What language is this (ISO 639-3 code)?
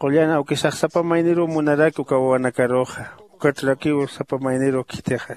aym